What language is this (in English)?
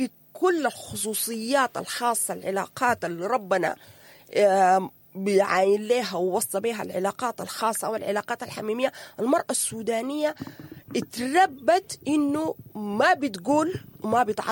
Sudanese Arabic